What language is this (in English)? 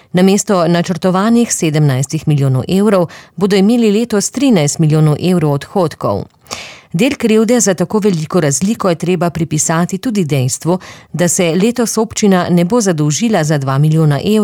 Slovenian